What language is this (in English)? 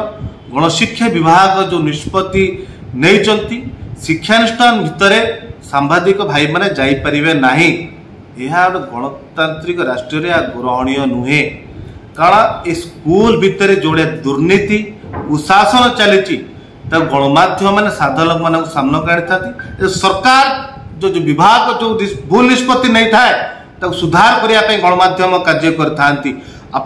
Odia